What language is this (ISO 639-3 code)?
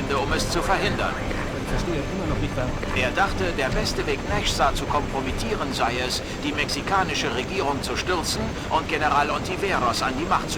bar